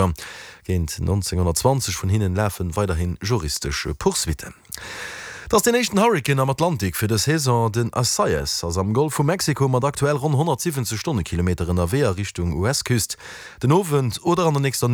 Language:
Luxembourgish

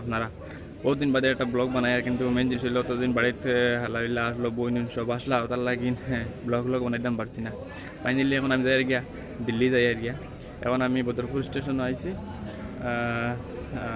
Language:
Sylheti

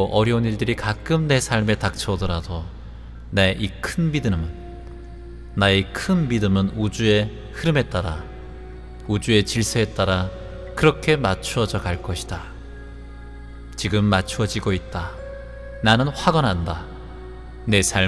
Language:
Korean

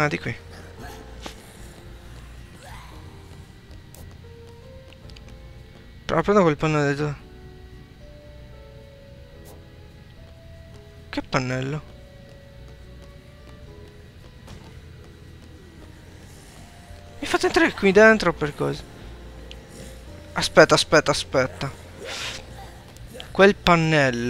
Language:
Italian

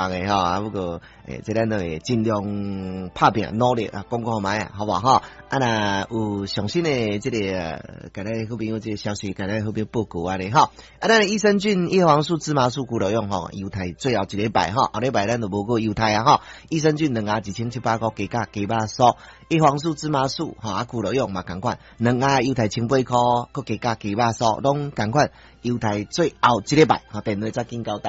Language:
Min Nan Chinese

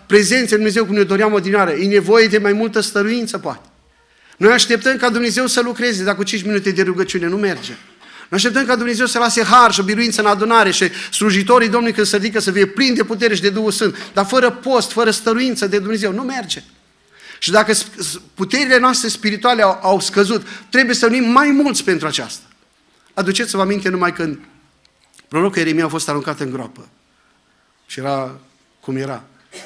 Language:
Romanian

